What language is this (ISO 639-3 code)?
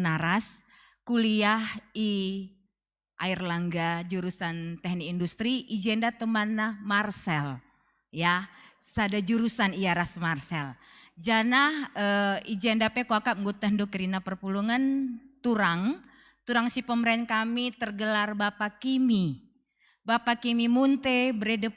btx